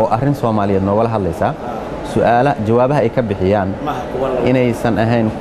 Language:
Somali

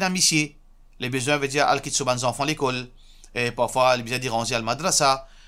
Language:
Morisyen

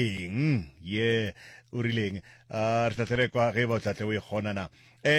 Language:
Northern Sotho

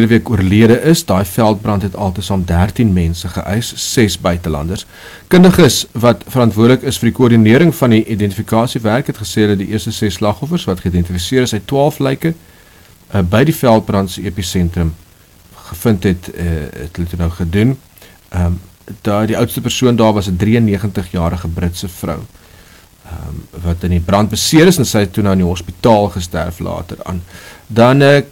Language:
Afrikaans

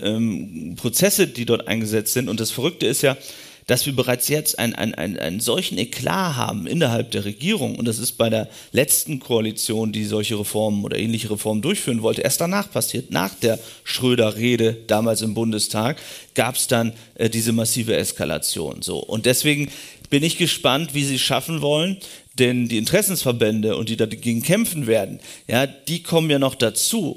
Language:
German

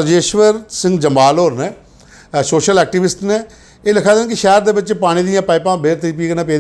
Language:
Dogri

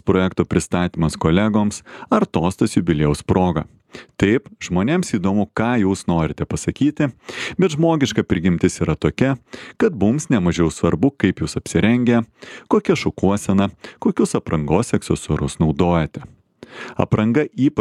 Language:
Lithuanian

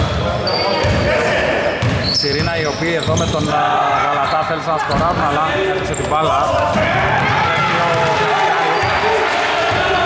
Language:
Greek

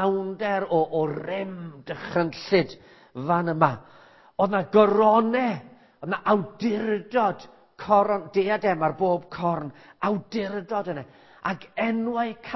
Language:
Welsh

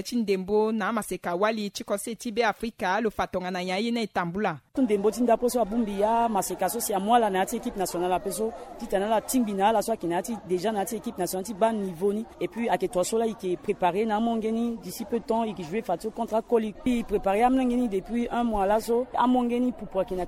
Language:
Sango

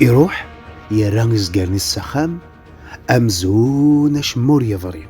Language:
Kabyle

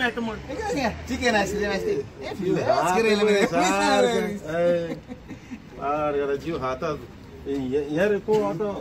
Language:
Konkani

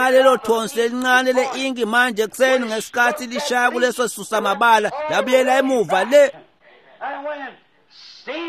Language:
Swati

